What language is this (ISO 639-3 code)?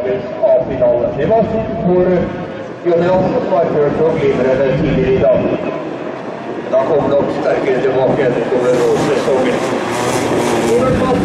nor